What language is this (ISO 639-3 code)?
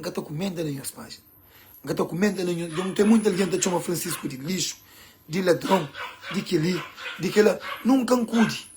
kea